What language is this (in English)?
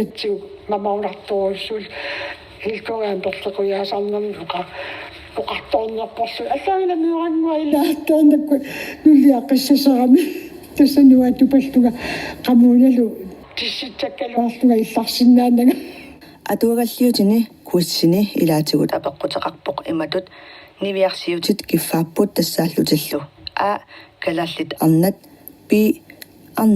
Kalaallisut